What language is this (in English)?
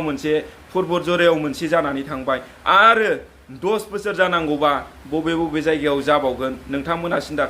Bodo